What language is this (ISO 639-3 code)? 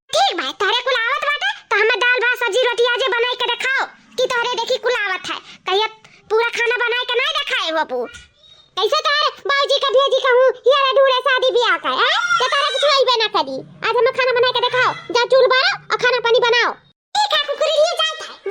awa